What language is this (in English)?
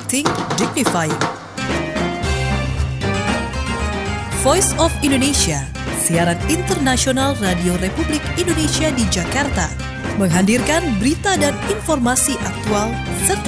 Indonesian